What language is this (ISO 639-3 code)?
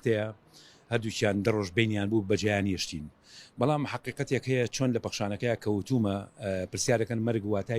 ckb